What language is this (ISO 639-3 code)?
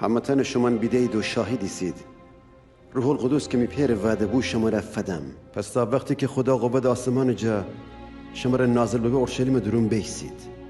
glk